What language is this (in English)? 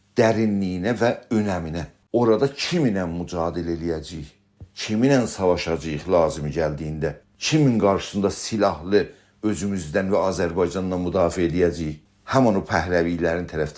South Azerbaijani